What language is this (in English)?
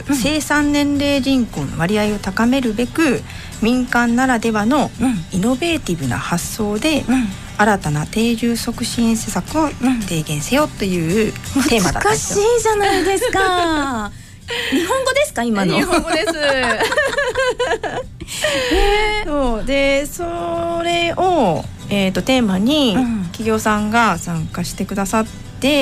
Japanese